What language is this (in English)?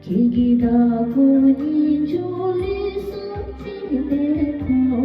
Tibetan